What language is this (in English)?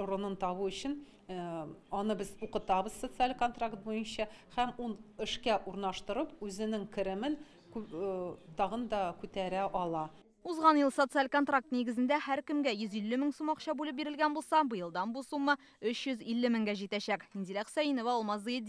Tatar